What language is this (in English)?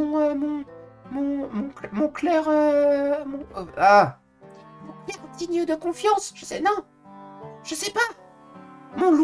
French